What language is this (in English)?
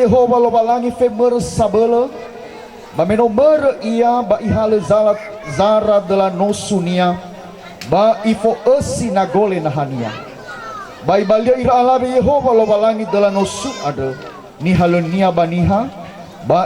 Nias